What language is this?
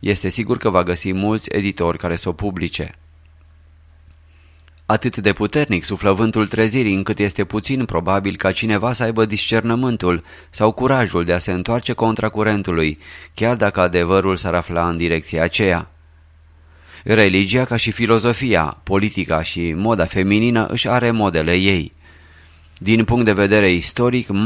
Romanian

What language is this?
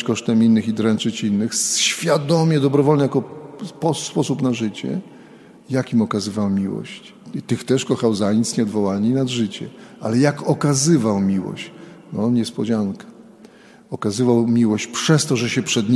Polish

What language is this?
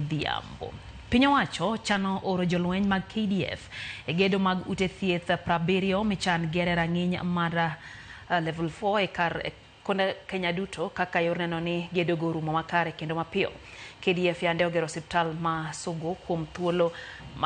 Luo (Kenya and Tanzania)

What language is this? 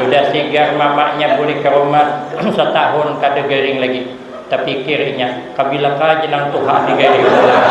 Banjar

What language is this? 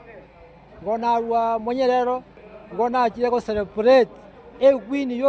Gusii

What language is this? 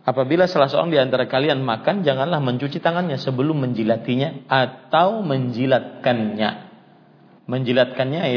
Indonesian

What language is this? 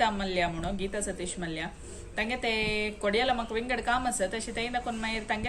Konkani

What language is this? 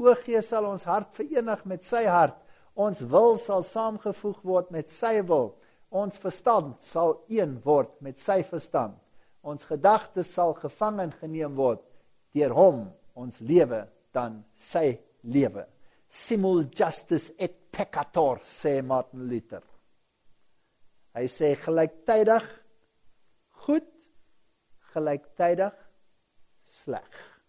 Afrikaans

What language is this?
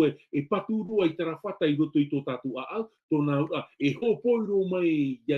Tahitian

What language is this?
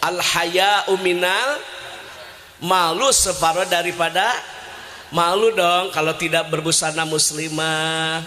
Sundanese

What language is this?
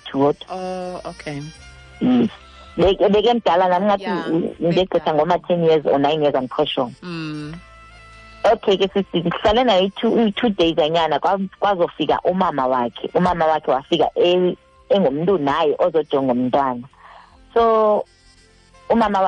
Xhosa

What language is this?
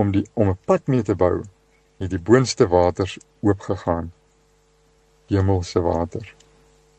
Afrikaans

